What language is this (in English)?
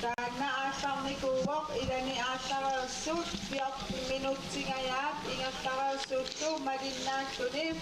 Kalaallisut